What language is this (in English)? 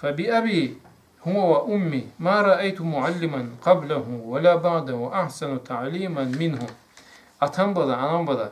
Karachay-Balkar